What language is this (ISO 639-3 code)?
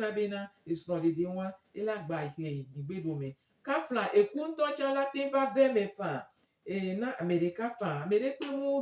gej